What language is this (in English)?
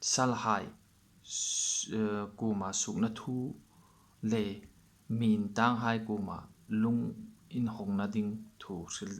Hmar